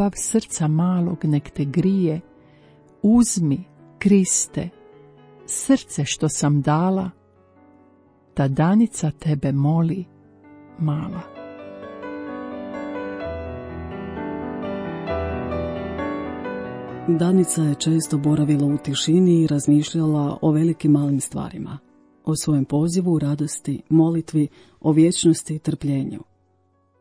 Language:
Croatian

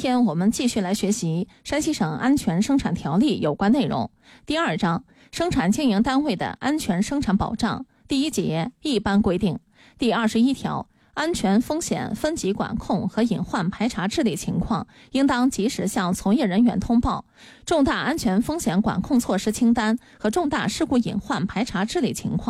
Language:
Chinese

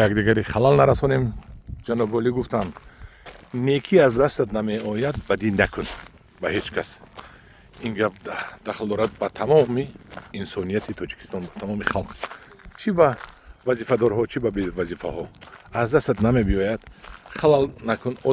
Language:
Tajik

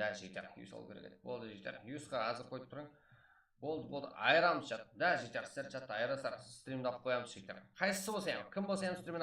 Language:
Kara-Kalpak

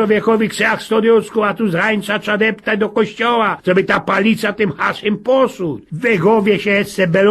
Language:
Silesian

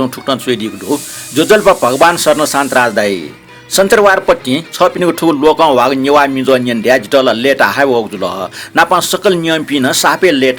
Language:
Newari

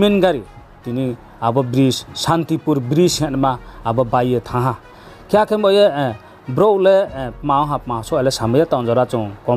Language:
Riang (India)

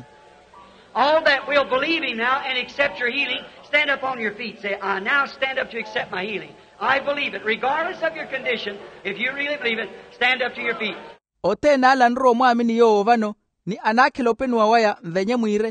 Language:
Makhuwa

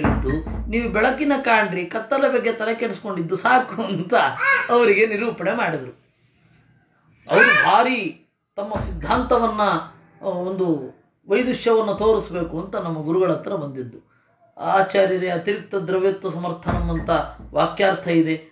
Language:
Kannada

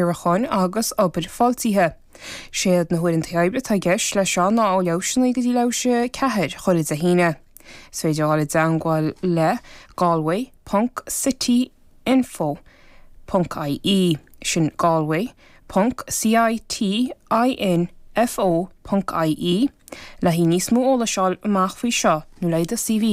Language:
Irish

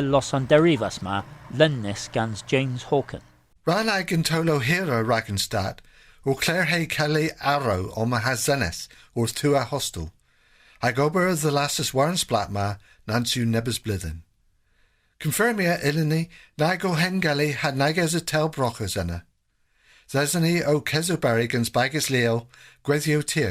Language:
Cornish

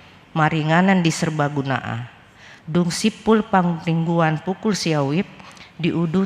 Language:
Batak Toba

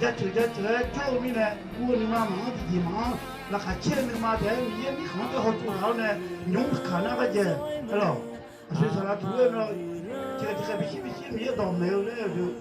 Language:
Akha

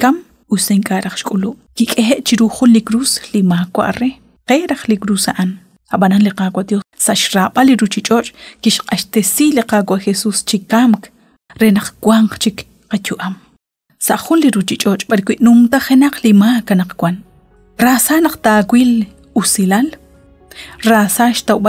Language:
Kekchí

